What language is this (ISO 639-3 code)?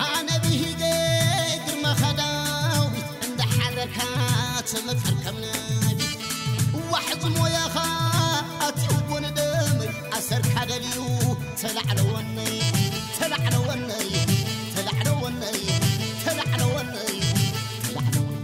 tir